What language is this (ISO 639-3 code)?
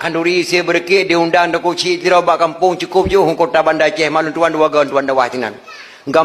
ace